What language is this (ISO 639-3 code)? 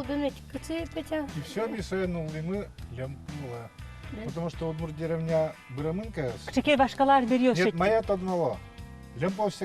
udm